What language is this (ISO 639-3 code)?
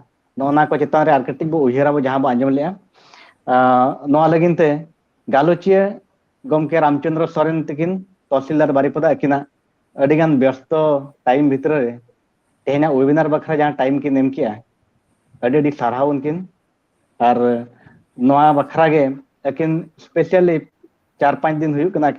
sat